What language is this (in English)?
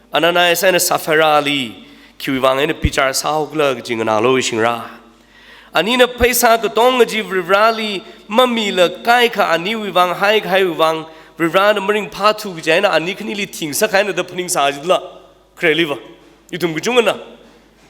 Tangkhul Naga (India)